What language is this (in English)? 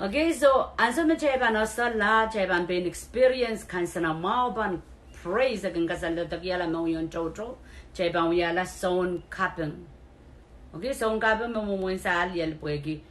Pohnpeian